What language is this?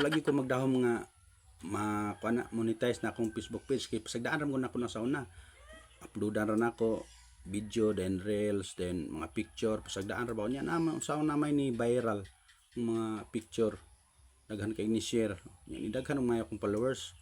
Cebuano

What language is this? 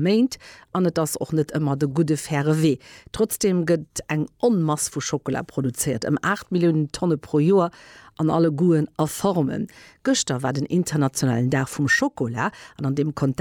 Luxembourgish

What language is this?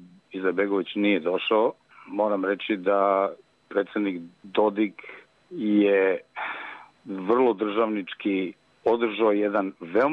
Bosnian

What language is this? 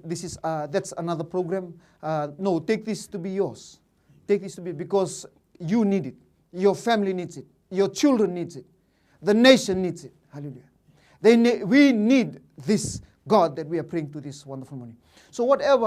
Fijian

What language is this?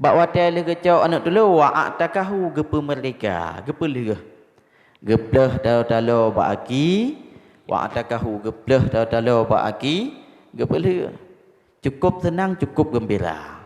Achinese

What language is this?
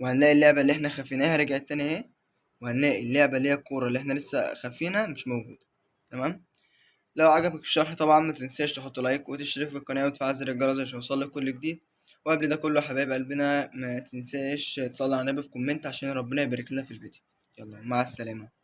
Egyptian Arabic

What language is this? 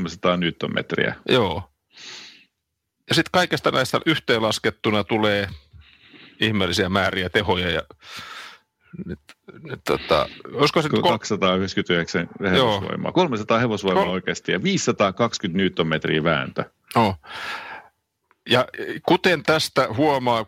Finnish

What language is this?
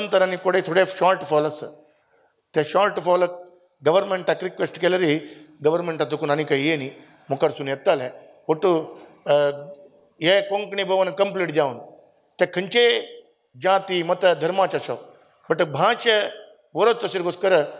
Konkani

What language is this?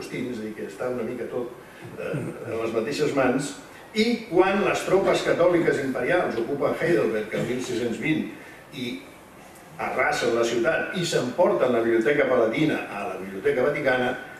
Catalan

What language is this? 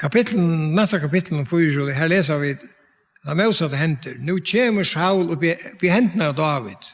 Faroese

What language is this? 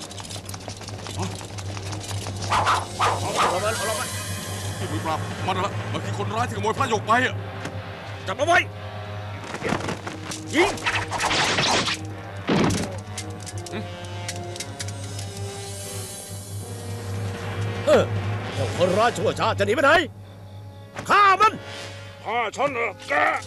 Thai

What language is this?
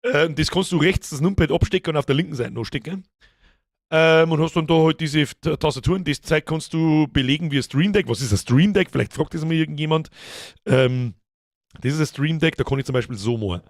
Bavarian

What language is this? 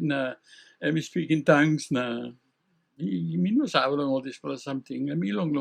Tok Pisin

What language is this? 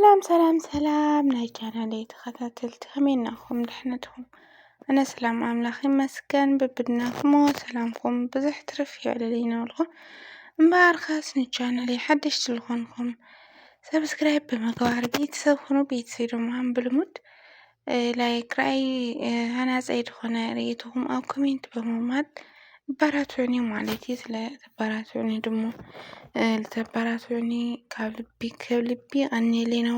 Tigrinya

